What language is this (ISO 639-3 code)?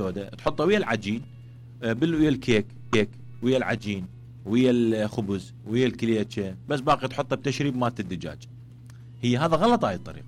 acm